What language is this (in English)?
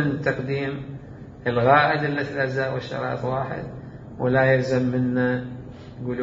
Mesopotamian Arabic